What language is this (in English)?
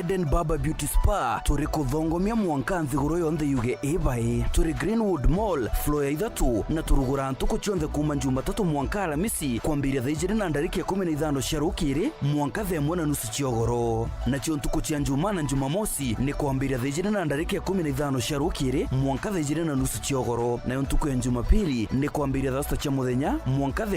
Meru